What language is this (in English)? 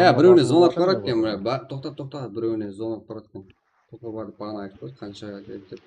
Kara-Kalpak